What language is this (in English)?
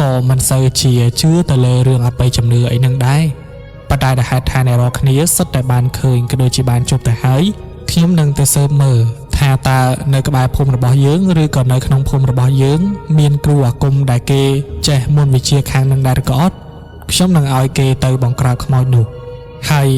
Khmer